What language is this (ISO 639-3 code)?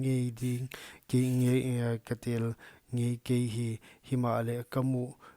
pck